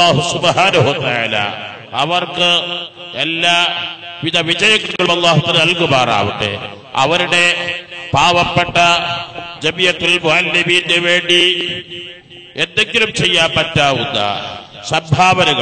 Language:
Malayalam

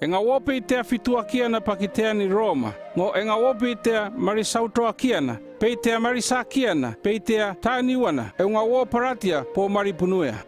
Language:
North Efate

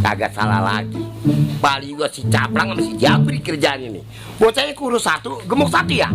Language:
Betawi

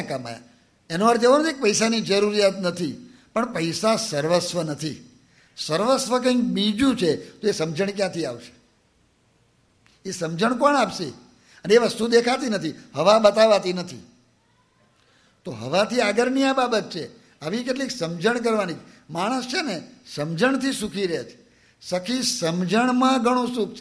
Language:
Gujarati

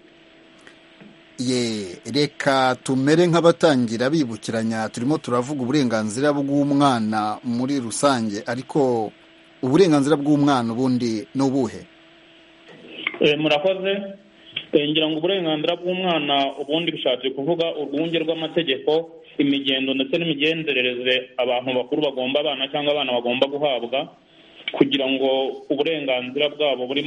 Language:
Kinyarwanda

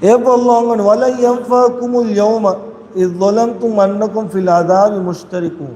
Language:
Divehi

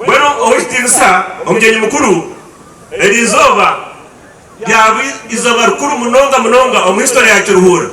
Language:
Nyankole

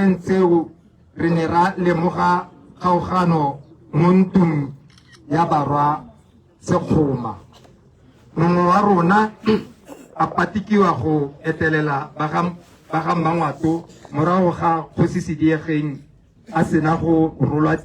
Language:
Tswana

